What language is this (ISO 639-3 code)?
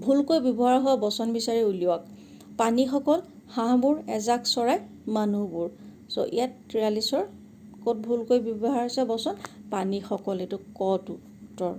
asm